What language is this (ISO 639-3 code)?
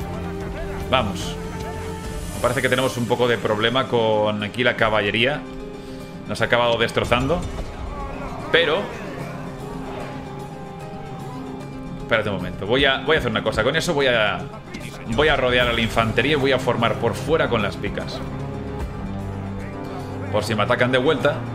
spa